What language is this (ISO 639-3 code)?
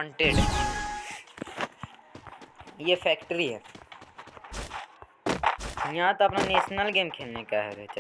hin